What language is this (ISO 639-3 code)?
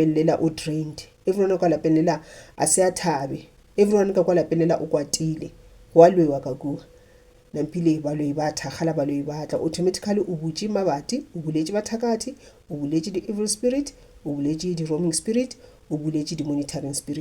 nso